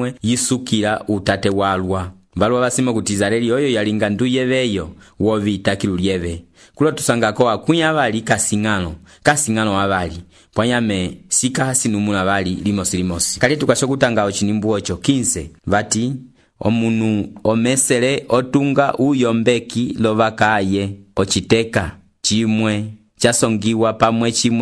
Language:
Umbundu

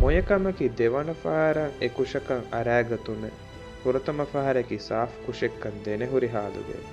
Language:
Divehi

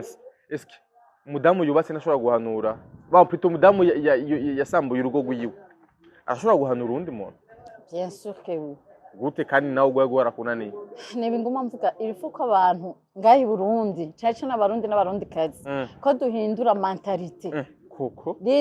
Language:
Rundi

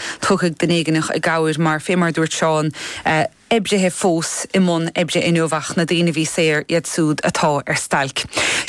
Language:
Irish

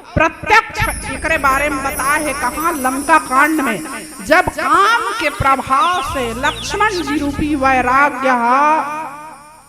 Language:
Chhattisgarhi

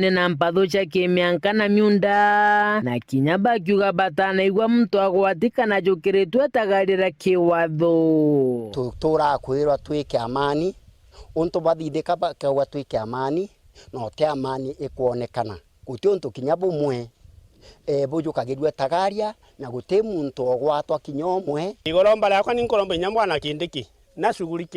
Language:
Meru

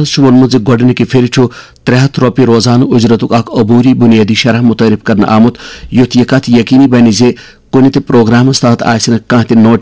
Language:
Kashmiri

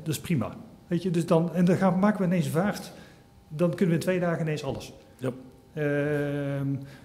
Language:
Dutch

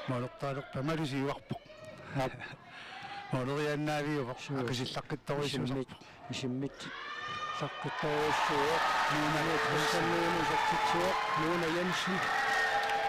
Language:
Kalaallisut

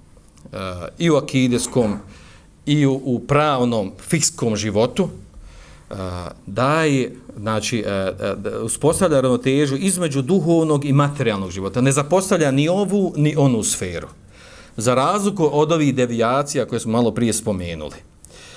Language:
Bosnian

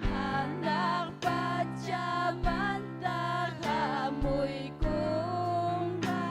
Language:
Ayacucho Quechua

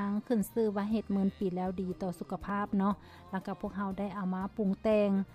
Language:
Lao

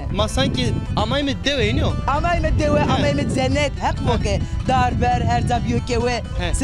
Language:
Zaza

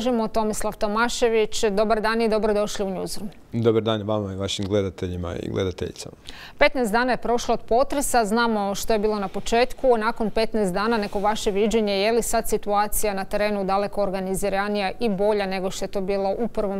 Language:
Croatian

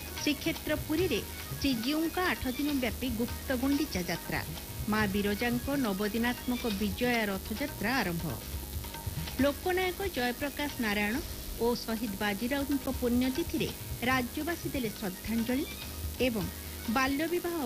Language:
Odia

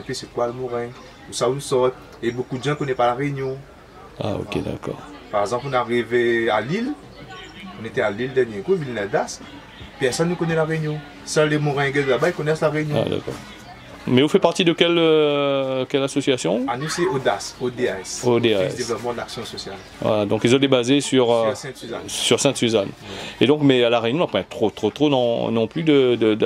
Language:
Réunion Creole French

